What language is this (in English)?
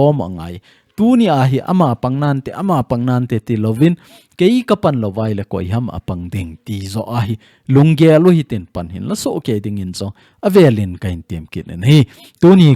Thado Chin